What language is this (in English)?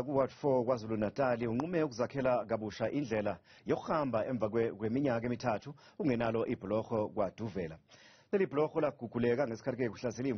Zulu